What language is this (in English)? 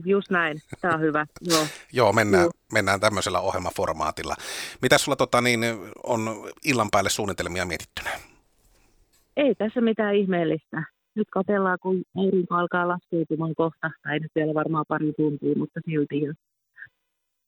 Finnish